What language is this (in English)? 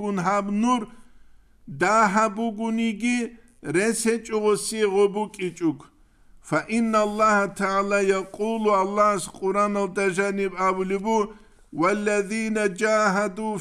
Avaric